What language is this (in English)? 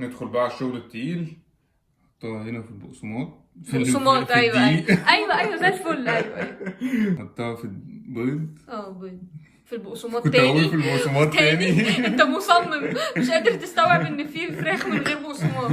Egyptian Arabic